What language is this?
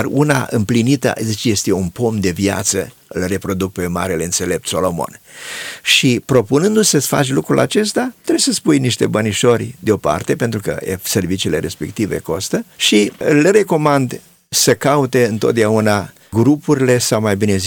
Romanian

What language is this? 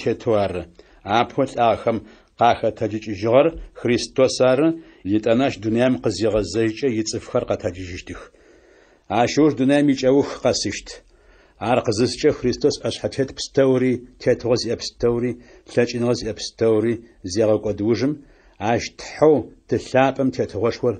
Adyghe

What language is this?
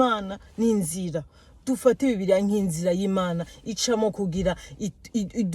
Rundi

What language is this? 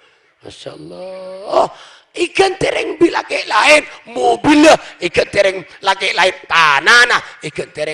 Madurese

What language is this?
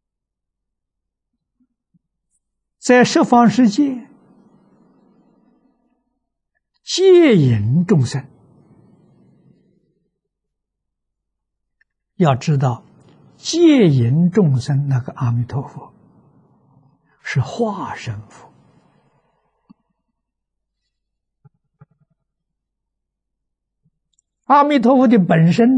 Chinese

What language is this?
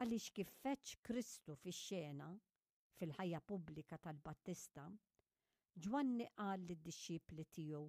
Maltese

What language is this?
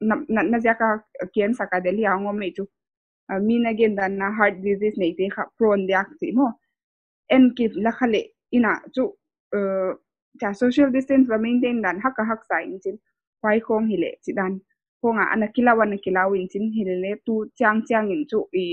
Paite Chin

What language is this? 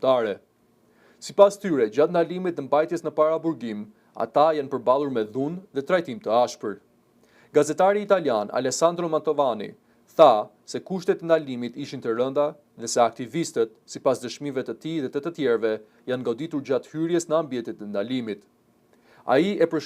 Albanian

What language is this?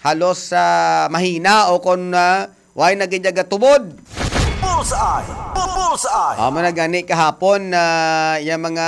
Hiligaynon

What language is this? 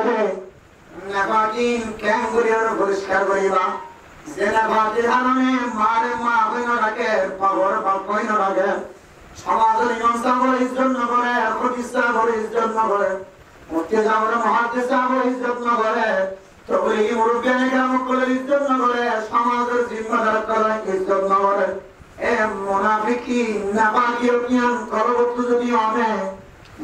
Rohingya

